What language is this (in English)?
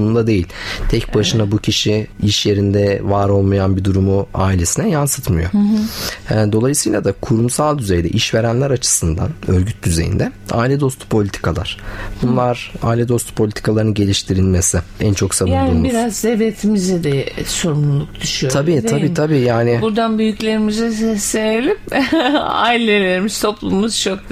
Turkish